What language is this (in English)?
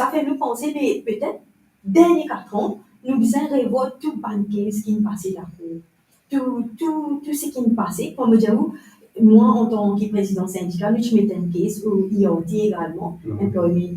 Morisyen